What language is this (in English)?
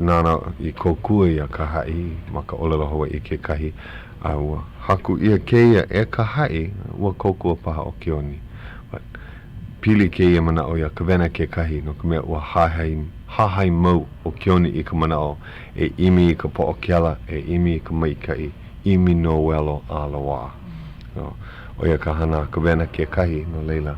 Hawaiian